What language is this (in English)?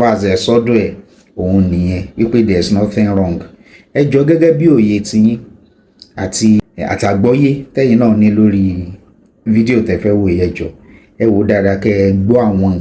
Yoruba